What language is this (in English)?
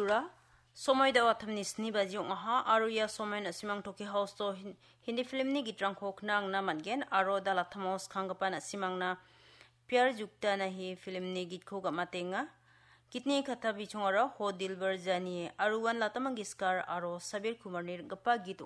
Garo